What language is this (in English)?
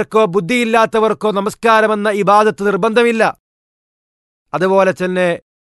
Malayalam